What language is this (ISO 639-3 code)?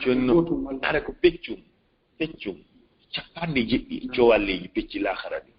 ful